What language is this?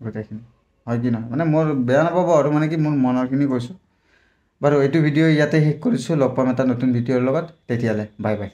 Assamese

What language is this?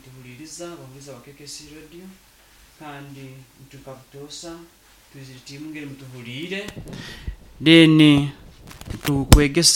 Nyoro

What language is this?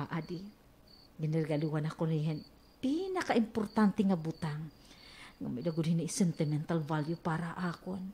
Waray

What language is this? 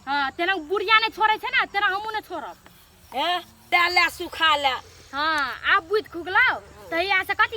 Maithili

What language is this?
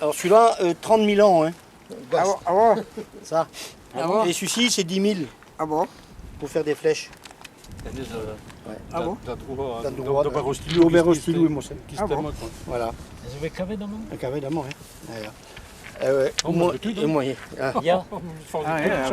Breton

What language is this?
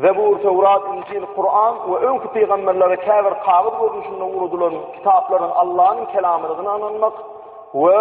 Turkmen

